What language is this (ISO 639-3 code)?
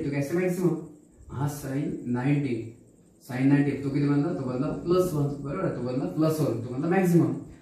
mar